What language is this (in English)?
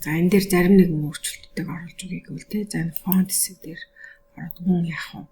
Mongolian